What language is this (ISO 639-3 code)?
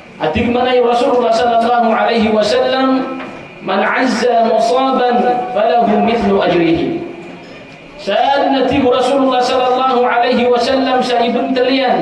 mrw